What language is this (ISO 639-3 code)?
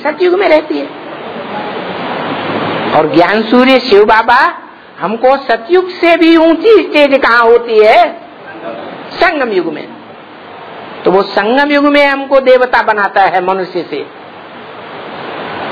hin